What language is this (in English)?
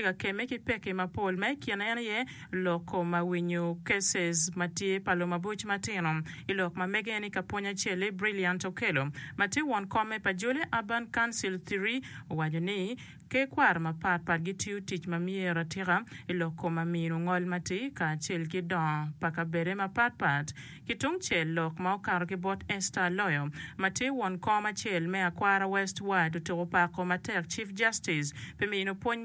Acoli